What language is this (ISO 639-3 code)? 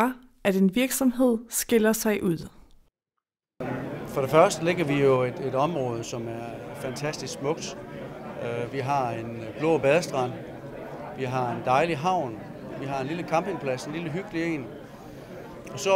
dan